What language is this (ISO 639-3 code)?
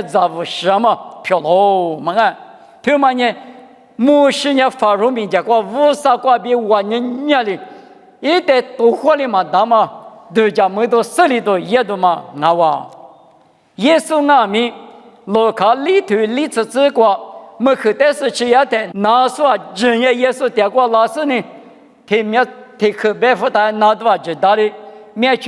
lis